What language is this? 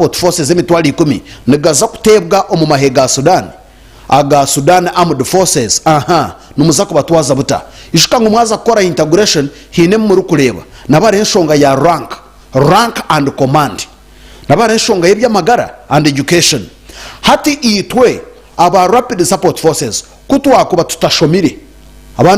Nyankole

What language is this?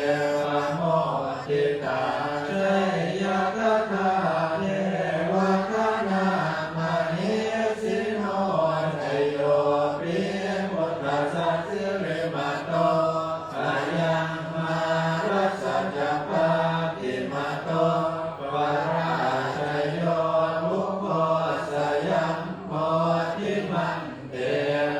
Pali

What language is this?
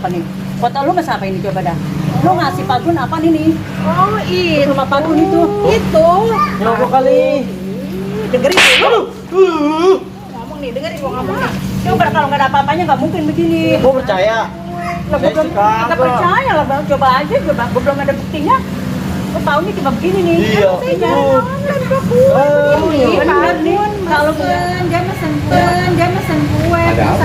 Betawi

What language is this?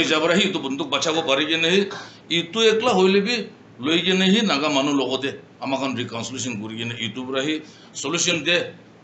Naga Pidgin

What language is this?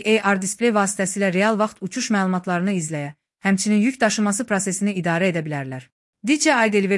Azerbaijani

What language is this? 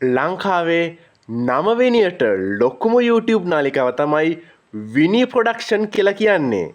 Sinhala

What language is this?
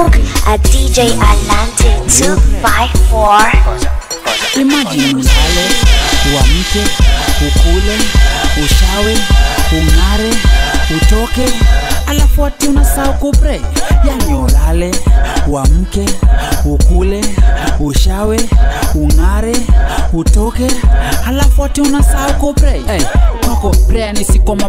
Swahili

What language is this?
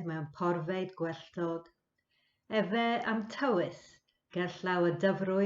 Welsh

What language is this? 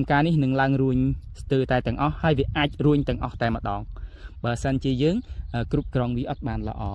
Khmer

